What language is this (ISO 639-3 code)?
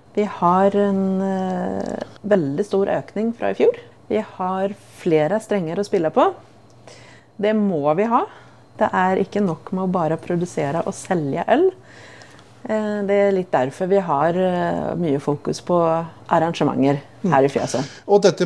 nor